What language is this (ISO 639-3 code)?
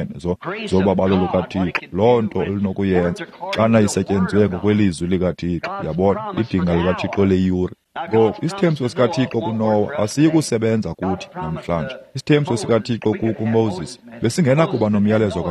xho